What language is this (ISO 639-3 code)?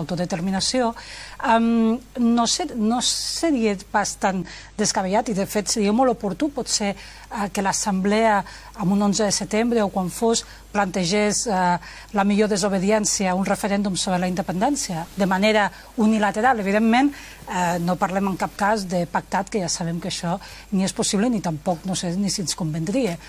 cat